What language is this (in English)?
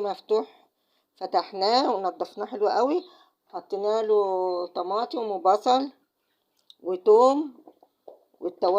Egyptian Arabic